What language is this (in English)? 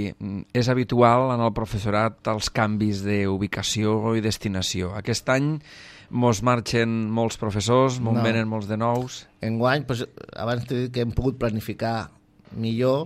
Catalan